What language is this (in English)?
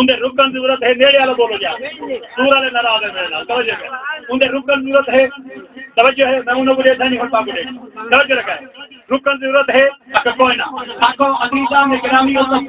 Saraiki